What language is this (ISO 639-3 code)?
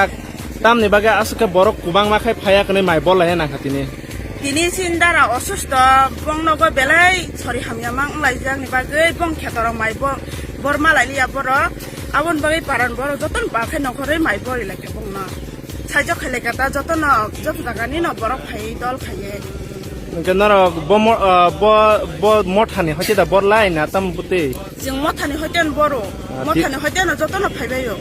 trp